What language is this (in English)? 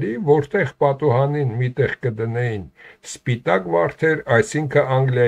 Armenian